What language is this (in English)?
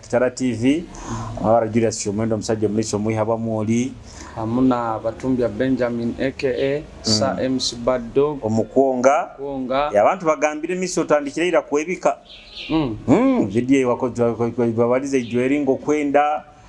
Nyoro